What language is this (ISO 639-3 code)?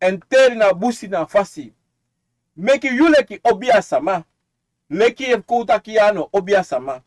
srn